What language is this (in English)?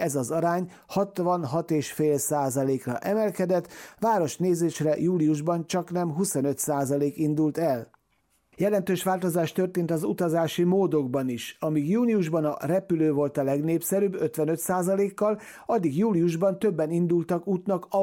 Hungarian